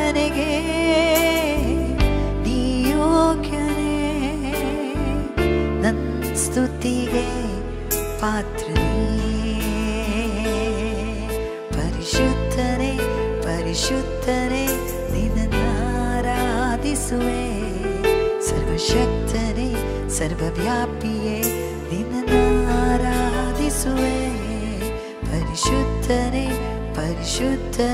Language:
Kannada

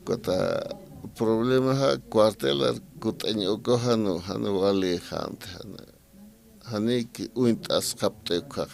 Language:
Aymara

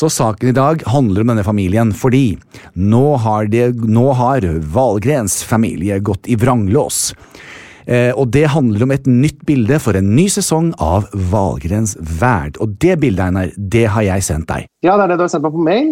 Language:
Norwegian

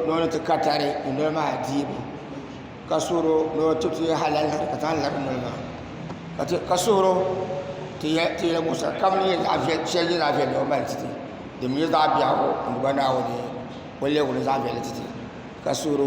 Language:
Dagbani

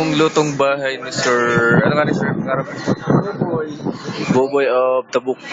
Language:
Bikol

